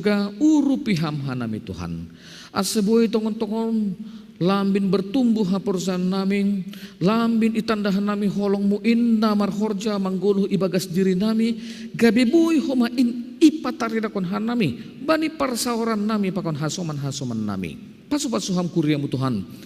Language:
Batak Simalungun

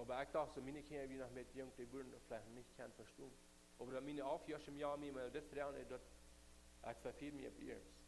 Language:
Plautdietsch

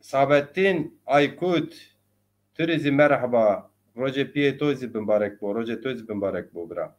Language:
Zaza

